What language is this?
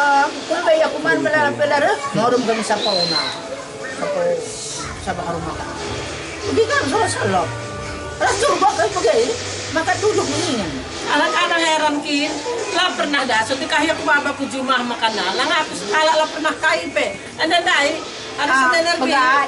Batak Karo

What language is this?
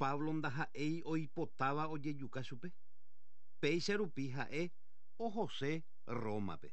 Guarani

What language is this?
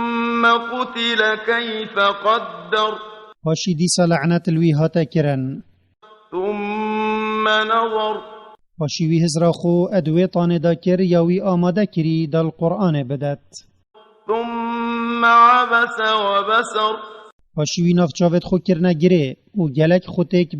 Kurdish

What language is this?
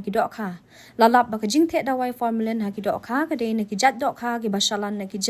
Khasi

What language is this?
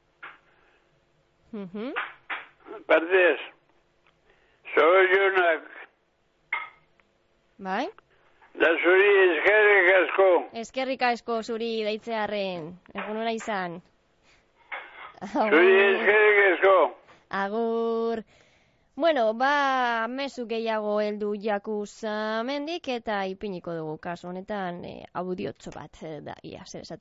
Basque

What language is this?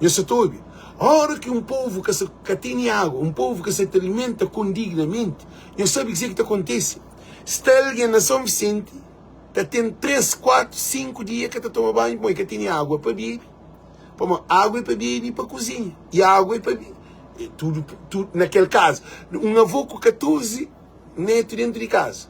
Kabuverdianu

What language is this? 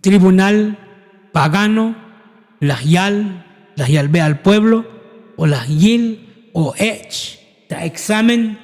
Tzotzil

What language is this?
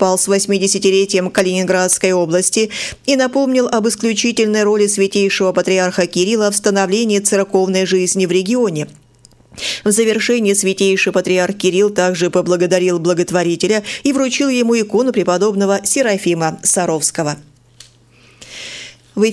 Russian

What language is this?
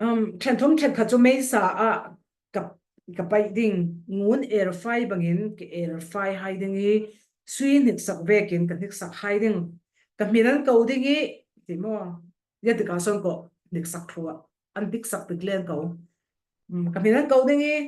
Falam Chin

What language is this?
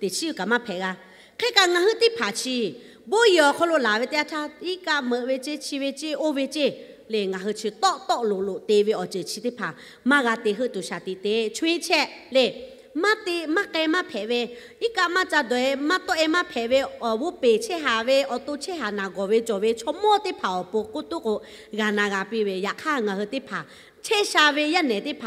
Lahu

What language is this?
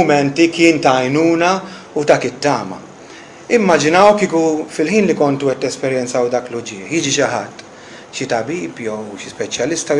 Maltese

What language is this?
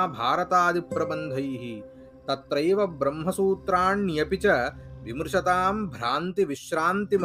Telugu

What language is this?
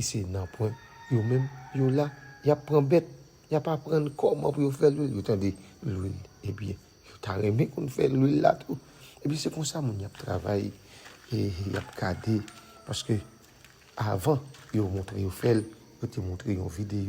Haitian Creole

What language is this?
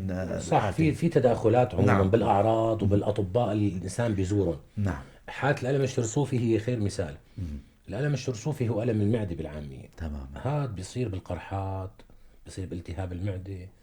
North Levantine Arabic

